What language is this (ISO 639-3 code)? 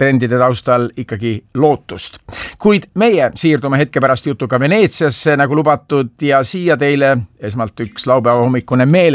est